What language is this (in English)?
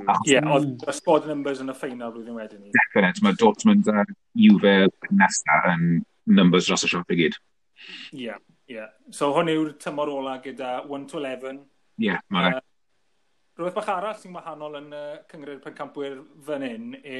Welsh